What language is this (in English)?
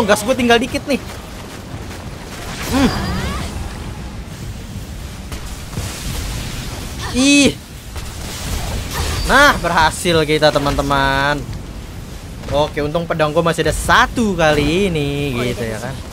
Indonesian